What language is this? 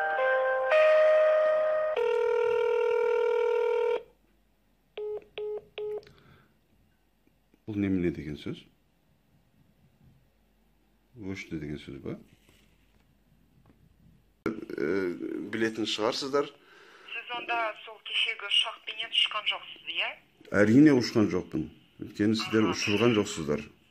Kazakh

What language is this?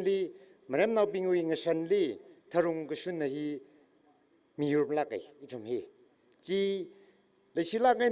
Tangkhul Naga (India)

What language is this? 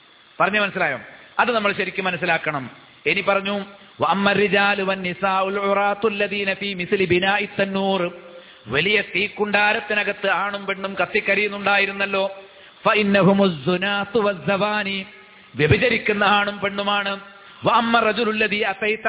Malayalam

